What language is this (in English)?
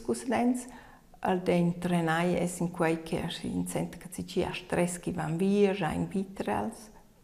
Romansh